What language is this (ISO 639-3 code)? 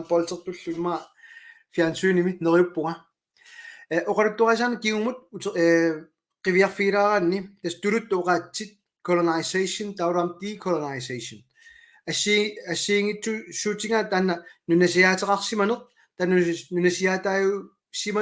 kal